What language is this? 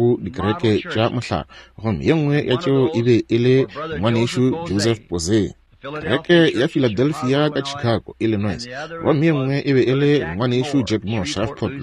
Northern Sotho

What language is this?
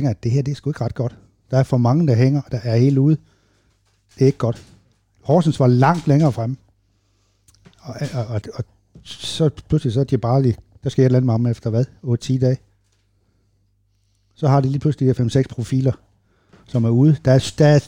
Danish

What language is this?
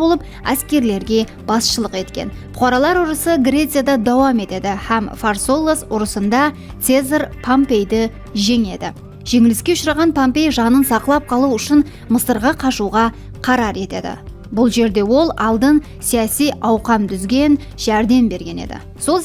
Kara-Kalpak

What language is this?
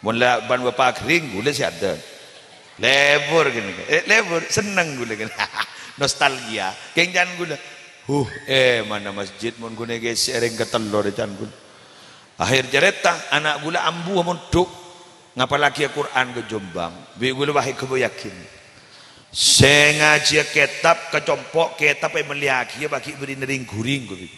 Madurese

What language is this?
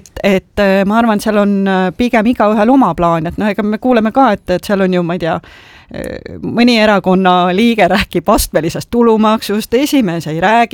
Estonian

